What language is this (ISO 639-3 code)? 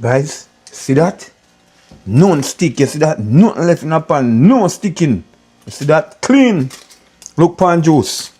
jam